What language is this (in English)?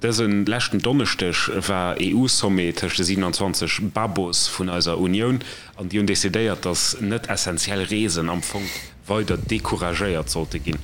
Luxembourgish